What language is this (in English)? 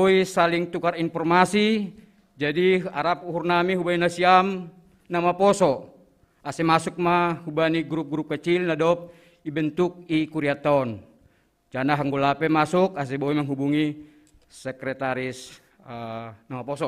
Batak Simalungun